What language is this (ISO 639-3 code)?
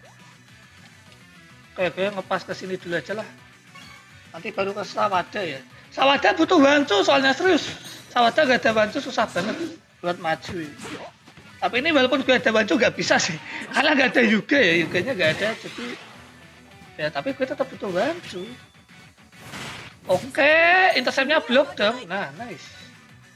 ind